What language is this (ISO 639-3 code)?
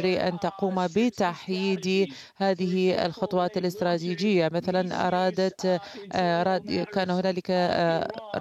ara